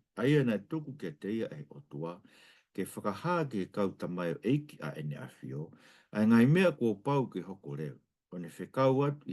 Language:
Tongan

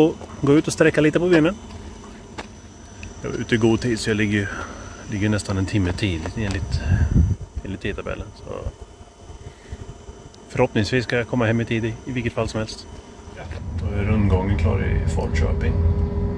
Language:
Swedish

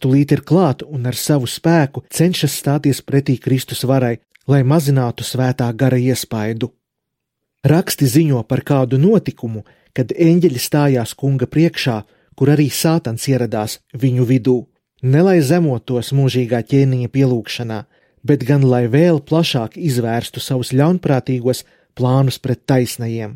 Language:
Latvian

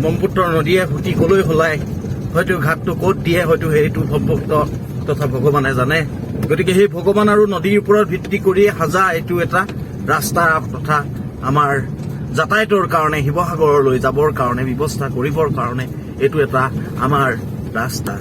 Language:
Assamese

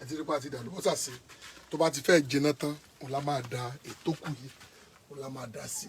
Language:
Yoruba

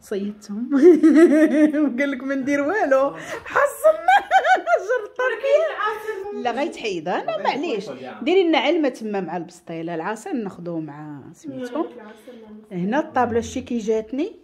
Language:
Moroccan Arabic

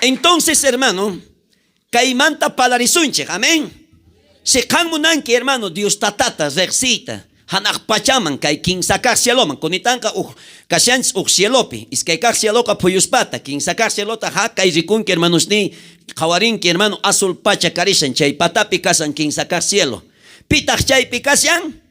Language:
South Bolivian Quechua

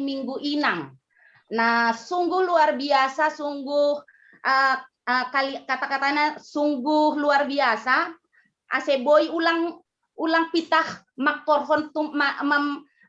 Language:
Batak Simalungun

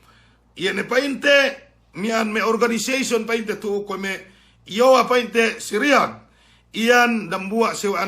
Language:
Yakan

